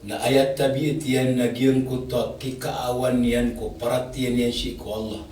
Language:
Maranao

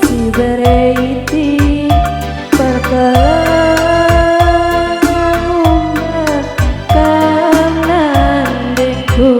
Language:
Batak Karo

